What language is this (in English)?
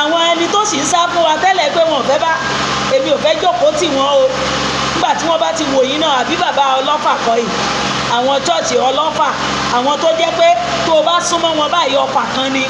Yoruba